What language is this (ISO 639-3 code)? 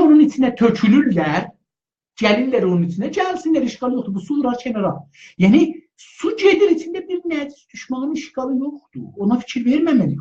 azb